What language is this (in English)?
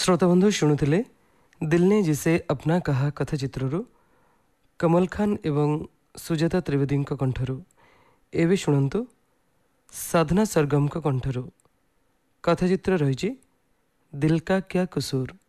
Odia